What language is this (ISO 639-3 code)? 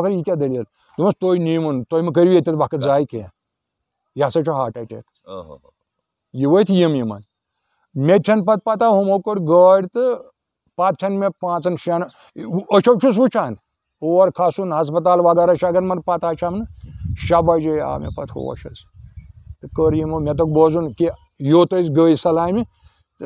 kas